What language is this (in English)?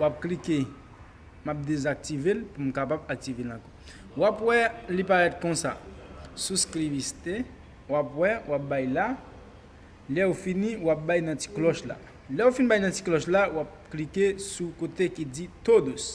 Haitian Creole